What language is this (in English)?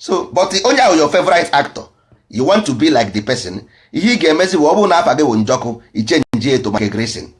Igbo